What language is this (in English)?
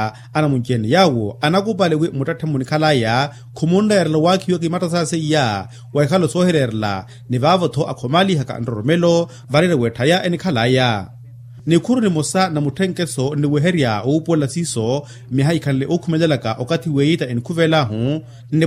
Makhuwa